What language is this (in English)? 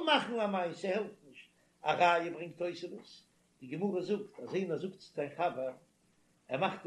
Yiddish